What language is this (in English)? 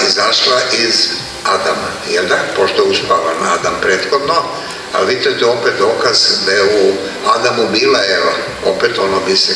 Serbian